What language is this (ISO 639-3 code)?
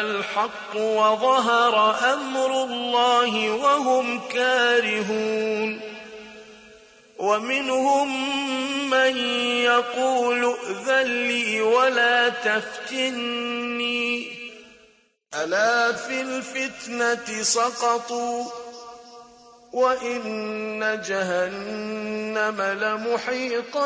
ara